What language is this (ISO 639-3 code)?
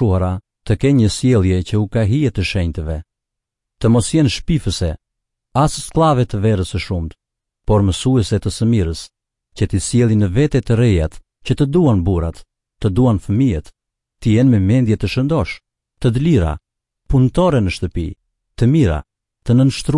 sqi